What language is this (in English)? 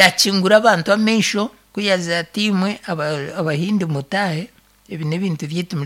Nyankole